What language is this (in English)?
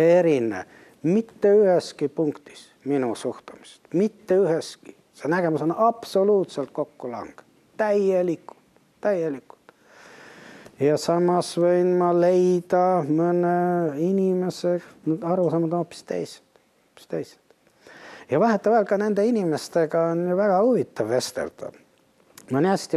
Estonian